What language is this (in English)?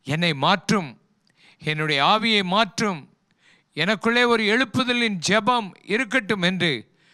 Tamil